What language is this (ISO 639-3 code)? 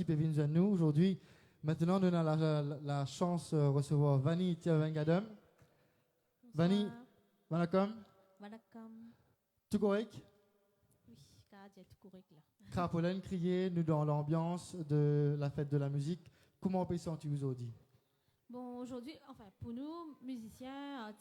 mfe